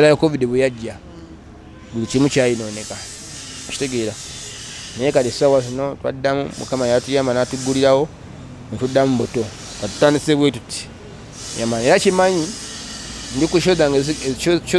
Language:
Ganda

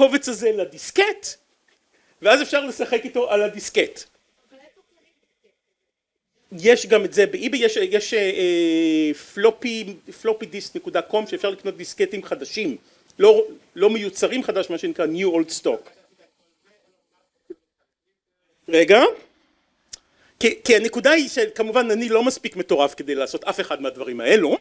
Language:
Hebrew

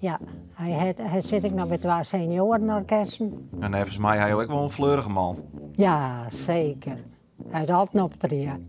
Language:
Western Frisian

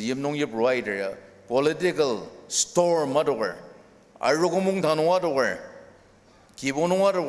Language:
Ao Naga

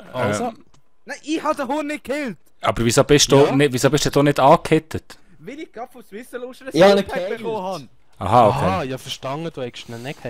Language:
Swiss German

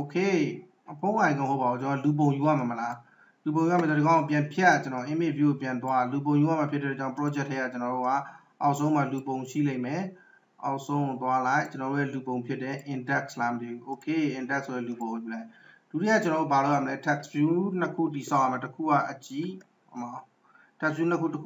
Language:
Burmese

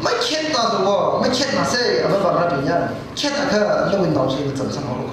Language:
Tangkhul Naga (India)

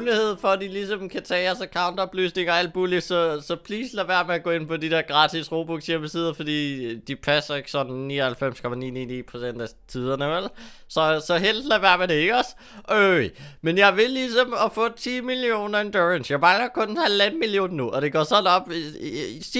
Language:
Danish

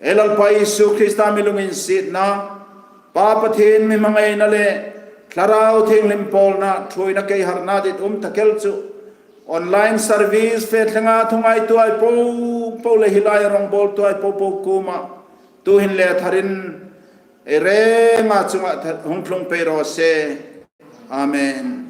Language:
Hmar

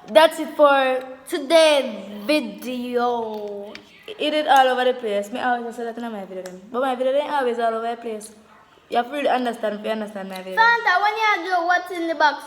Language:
Jamaican Creole English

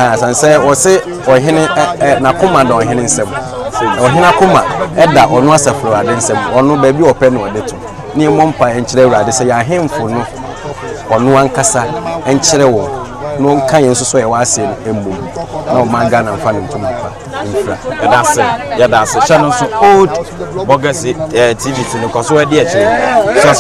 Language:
Akan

